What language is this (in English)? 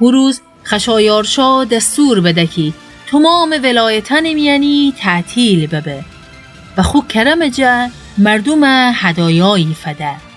Gilaki